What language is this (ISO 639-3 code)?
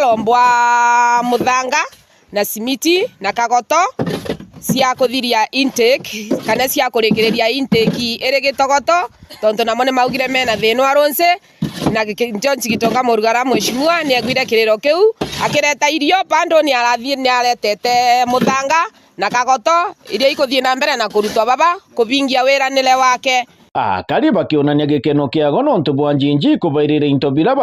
mer